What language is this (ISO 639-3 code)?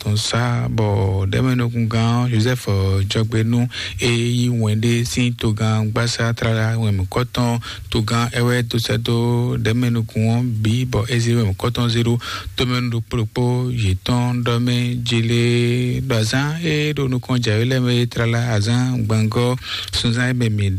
fon